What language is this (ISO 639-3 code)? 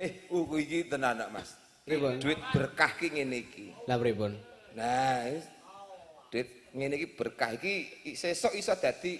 jav